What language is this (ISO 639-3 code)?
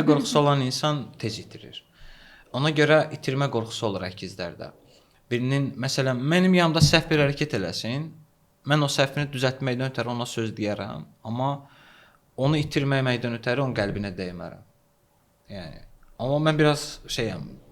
aze